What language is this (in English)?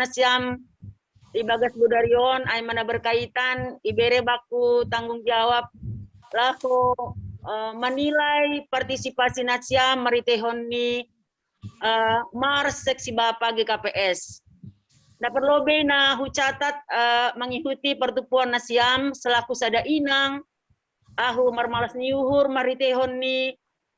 Batak Simalungun